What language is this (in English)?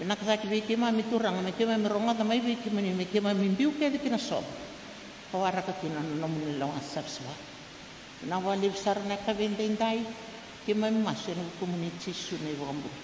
Fijian